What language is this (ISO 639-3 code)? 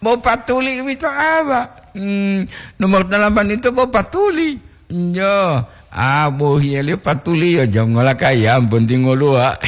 gor